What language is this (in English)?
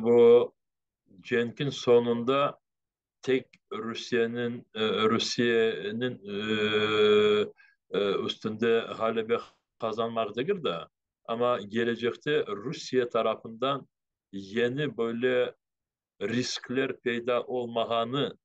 Crimean Tatar